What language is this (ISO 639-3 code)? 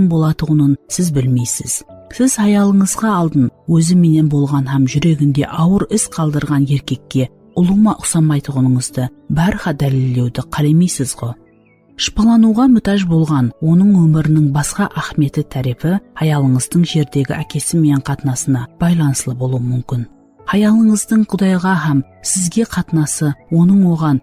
kaa